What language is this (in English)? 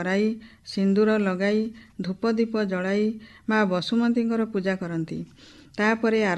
Odia